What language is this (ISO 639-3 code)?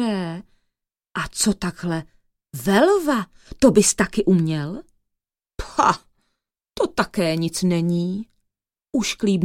ces